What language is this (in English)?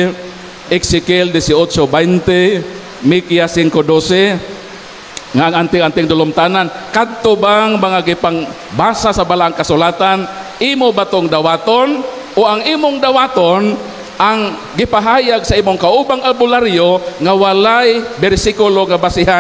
Cebuano